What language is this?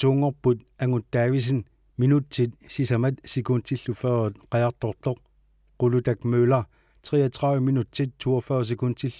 Kalaallisut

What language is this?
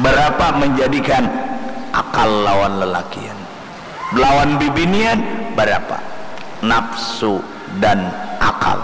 Banjar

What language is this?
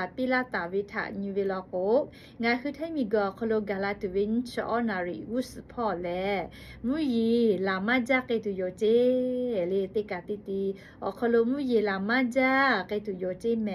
Lahu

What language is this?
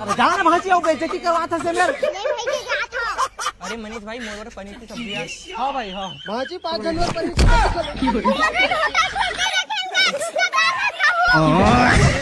Chhattisgarhi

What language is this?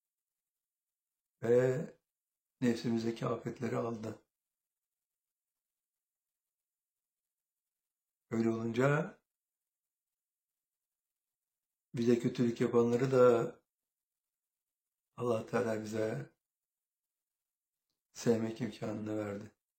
Turkish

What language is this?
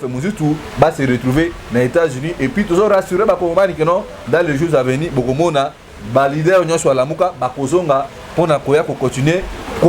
Lingala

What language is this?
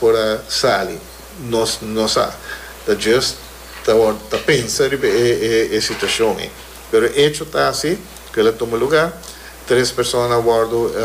Papiamento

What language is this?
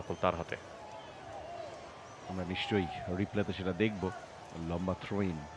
Bangla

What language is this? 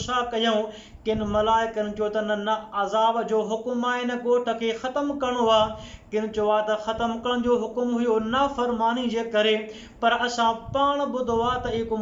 Sindhi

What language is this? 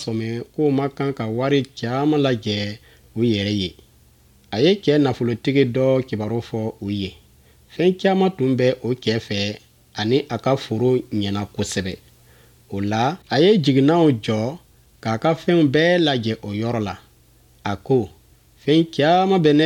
Bambara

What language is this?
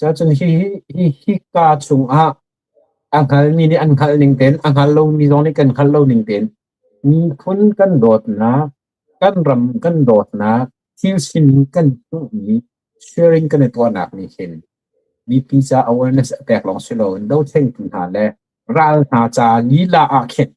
Hakha Chin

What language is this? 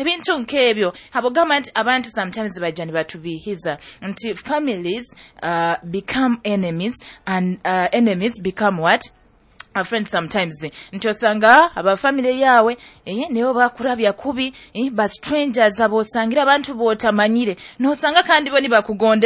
Nyoro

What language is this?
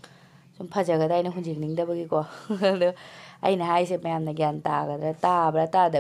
Manipuri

